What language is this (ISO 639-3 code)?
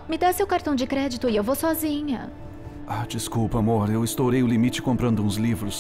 por